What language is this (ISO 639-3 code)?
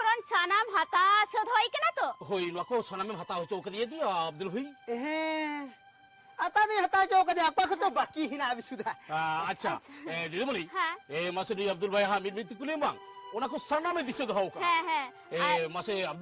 sat